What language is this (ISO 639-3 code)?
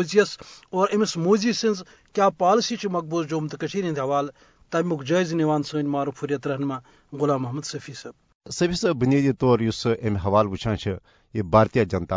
kas